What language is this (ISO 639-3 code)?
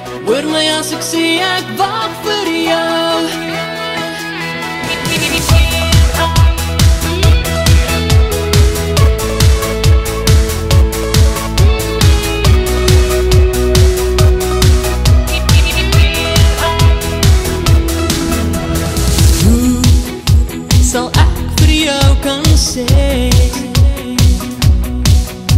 afr